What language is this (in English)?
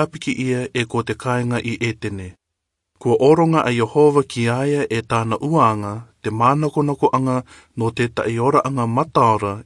Rarotongan